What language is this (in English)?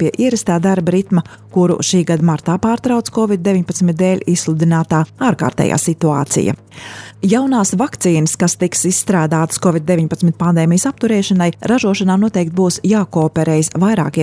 Latvian